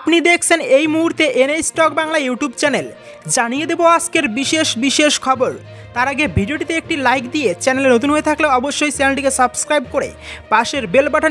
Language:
Bangla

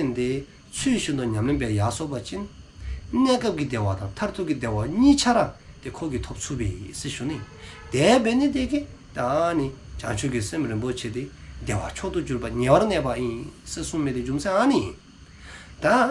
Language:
Dzongkha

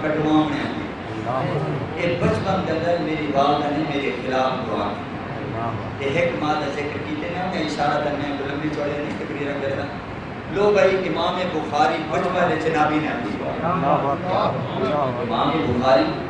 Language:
Saraiki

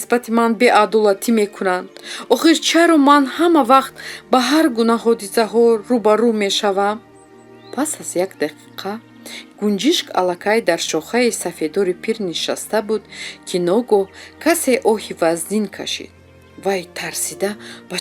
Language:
Tajik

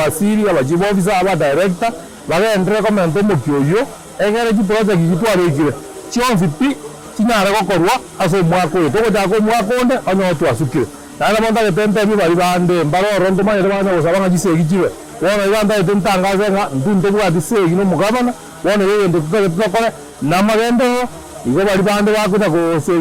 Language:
Gusii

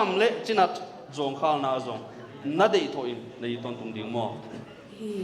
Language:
Paite Chin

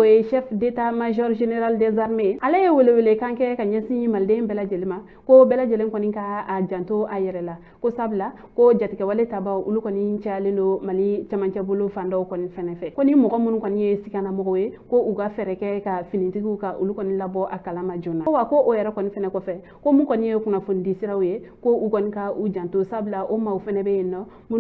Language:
Bambara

